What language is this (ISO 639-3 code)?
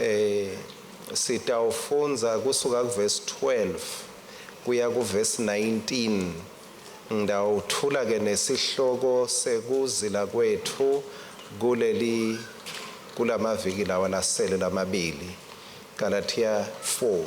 ssw